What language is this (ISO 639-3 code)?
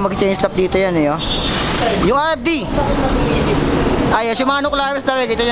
fil